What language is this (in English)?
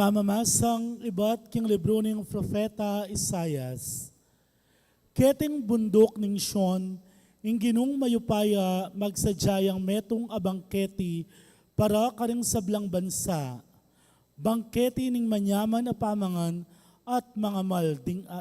Pampanga